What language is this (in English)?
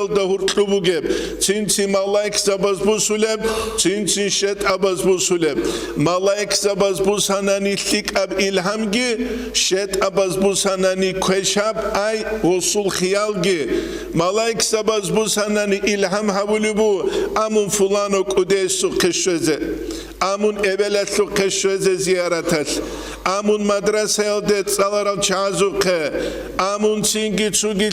Avaric